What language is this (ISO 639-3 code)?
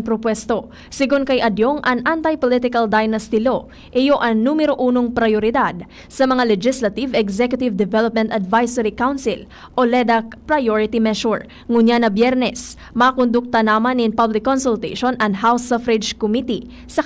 bik